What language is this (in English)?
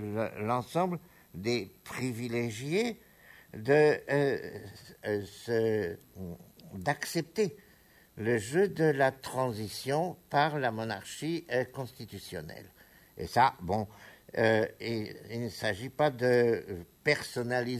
French